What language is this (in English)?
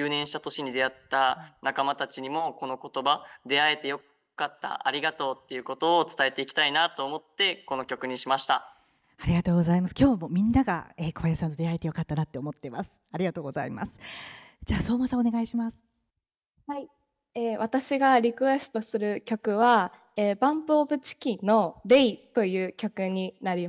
Japanese